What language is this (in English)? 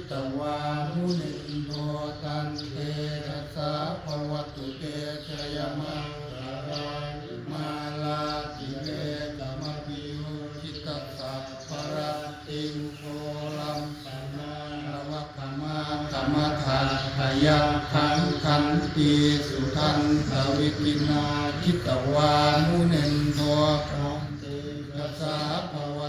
Pali